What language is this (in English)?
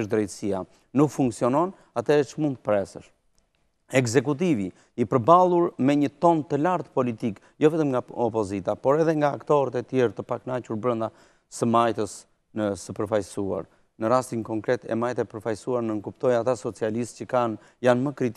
Albanian